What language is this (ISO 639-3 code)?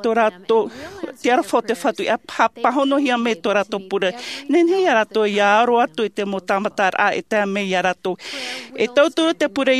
tah